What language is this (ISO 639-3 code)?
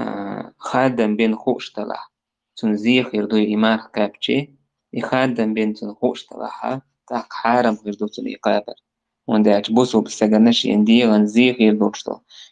che